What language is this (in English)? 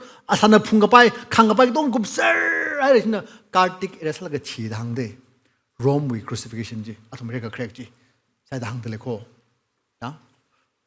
Tangkhul Naga (India)